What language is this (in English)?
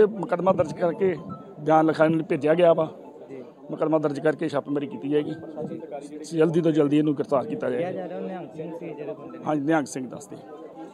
Punjabi